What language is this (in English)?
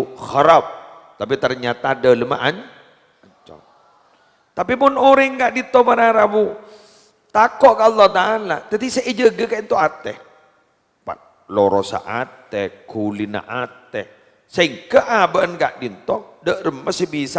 Madurese